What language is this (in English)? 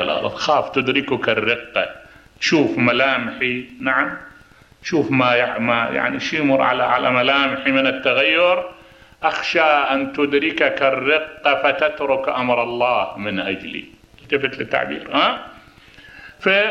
Mesopotamian Arabic